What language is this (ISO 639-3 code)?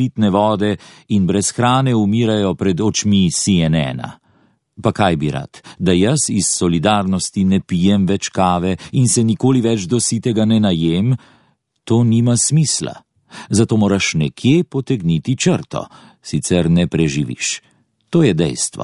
slv